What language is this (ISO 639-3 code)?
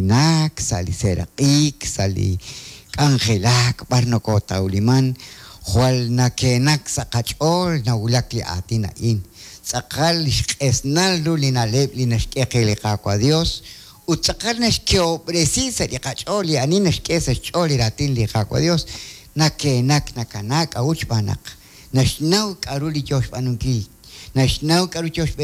kek